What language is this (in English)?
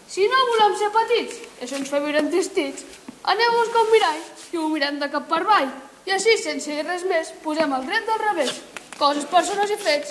Catalan